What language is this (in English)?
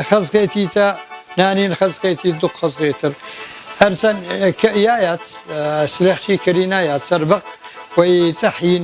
Chechen